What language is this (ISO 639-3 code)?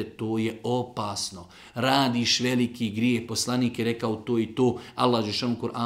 bos